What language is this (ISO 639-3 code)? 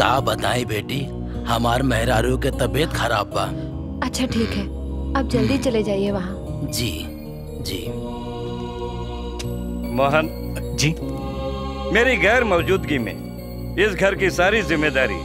bho